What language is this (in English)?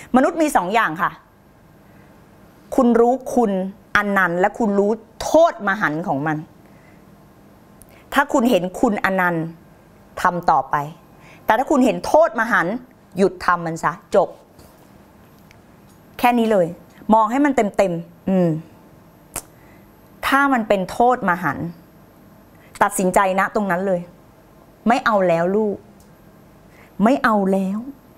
Thai